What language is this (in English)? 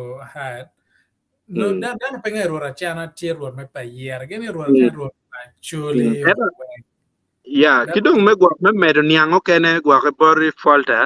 Acoli